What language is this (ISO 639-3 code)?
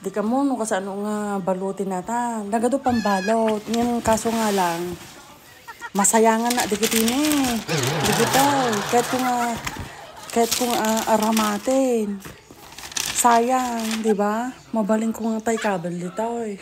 ilo